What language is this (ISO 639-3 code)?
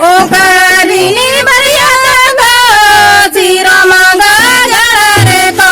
sat